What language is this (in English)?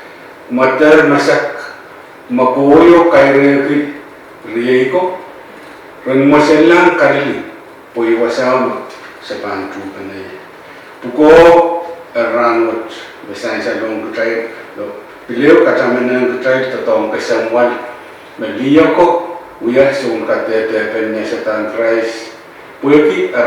Pohnpeian